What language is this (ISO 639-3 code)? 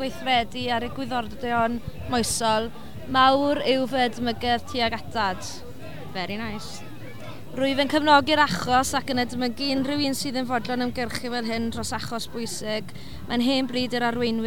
cym